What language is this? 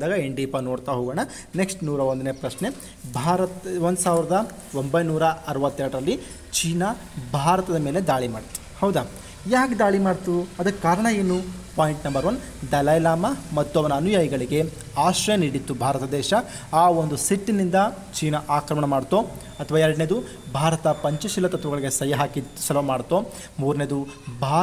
Kannada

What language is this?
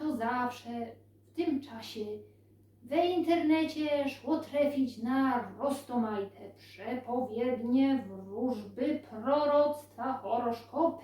Silesian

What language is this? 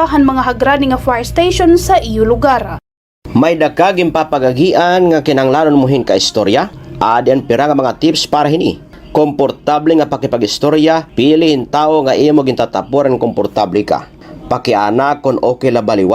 Waray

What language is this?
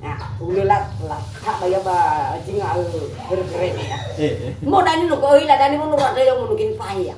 Nias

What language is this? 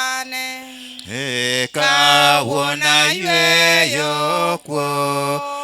Luo (Kenya and Tanzania)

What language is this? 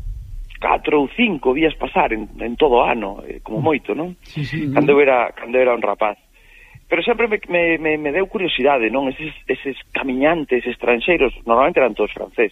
Galician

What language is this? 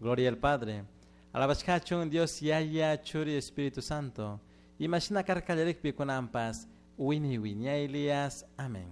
Chimborazo Highland Quichua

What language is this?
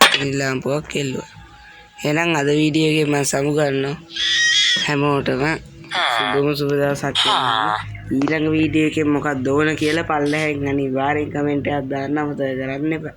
Sinhala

